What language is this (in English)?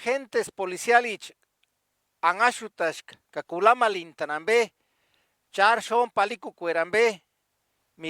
Purepecha